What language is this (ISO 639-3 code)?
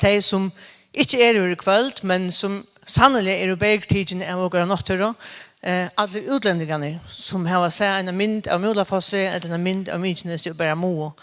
fao